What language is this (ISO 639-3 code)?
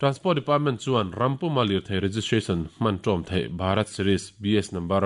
lus